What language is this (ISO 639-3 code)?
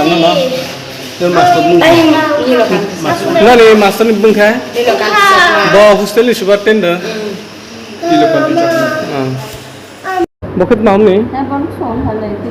trp